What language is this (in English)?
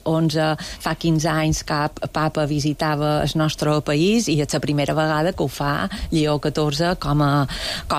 Catalan